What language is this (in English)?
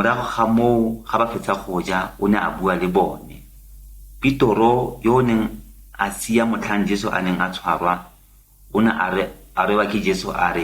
Tswana